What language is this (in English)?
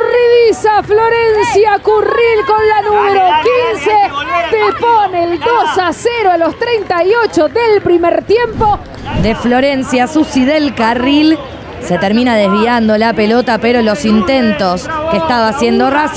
Spanish